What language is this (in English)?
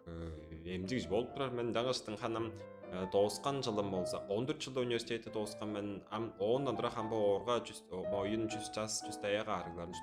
Tuvinian